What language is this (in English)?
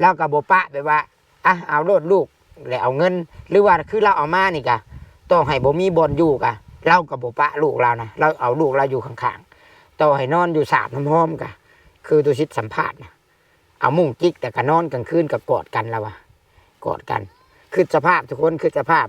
Lao